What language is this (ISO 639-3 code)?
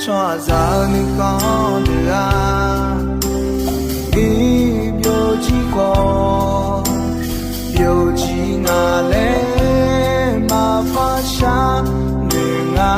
ahk